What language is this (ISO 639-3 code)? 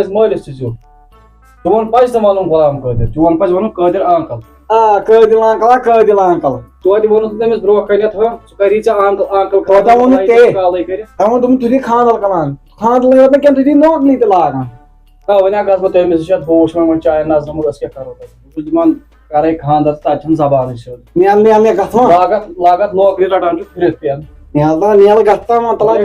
kas